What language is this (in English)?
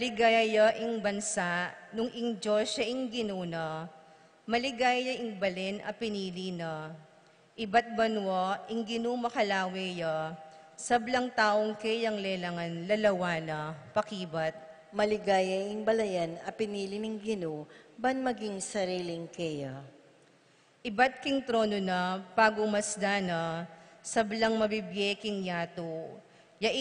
Pampanga